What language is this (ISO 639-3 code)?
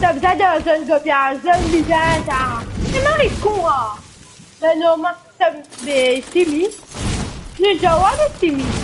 mfe